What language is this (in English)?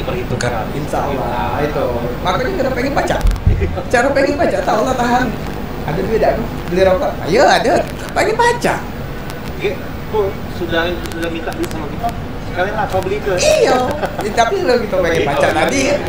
Musi